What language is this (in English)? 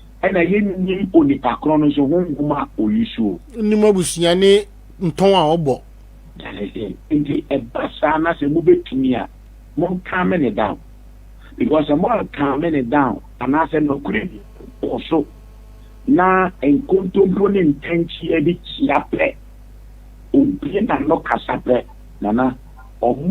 Akan